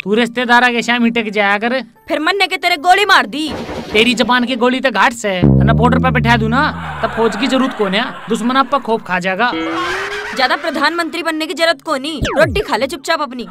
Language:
Haryanvi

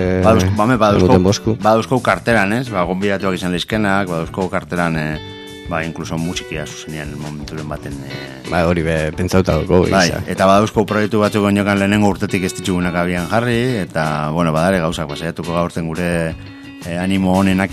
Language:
Basque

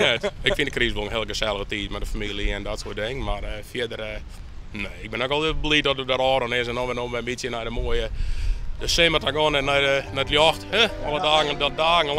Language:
Western Frisian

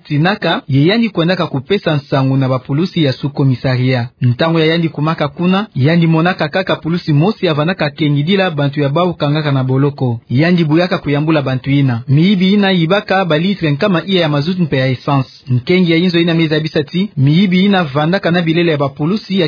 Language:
Kituba (Democratic Republic of Congo)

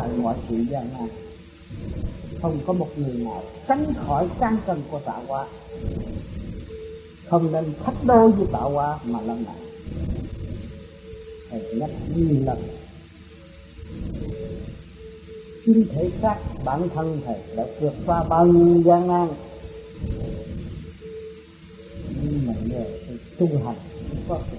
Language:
Vietnamese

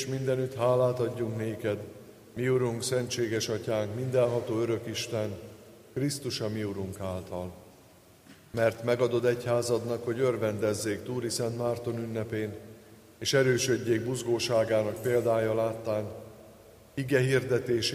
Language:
Hungarian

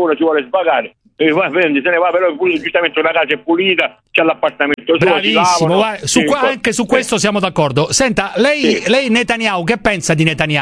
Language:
Italian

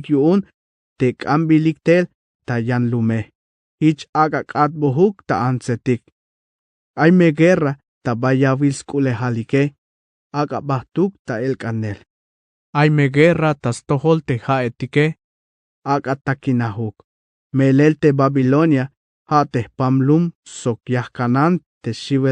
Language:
Tzeltal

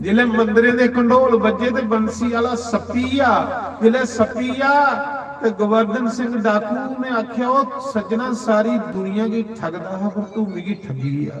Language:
Dogri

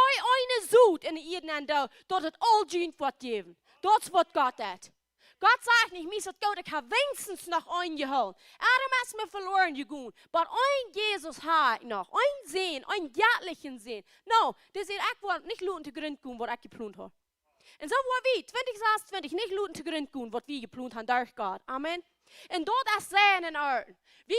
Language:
Plautdietsch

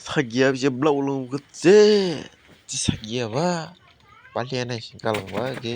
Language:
Dimasa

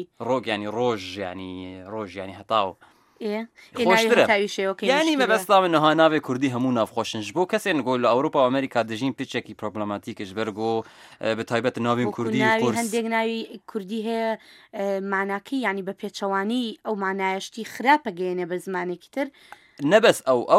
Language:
Central Kurdish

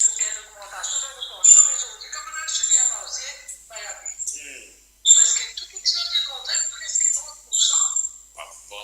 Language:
Morisyen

